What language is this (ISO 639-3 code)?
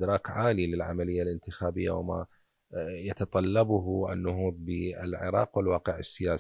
acm